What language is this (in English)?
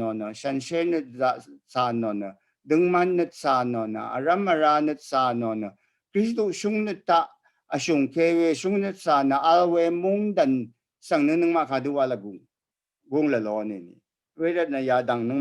Rawang